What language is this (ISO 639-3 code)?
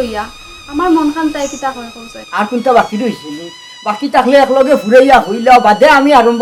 syl